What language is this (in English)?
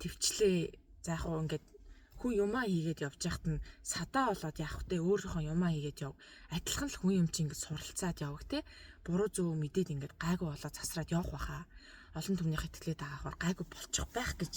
Mongolian